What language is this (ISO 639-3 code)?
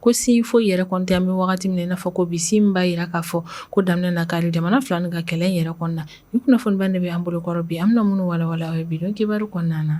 bam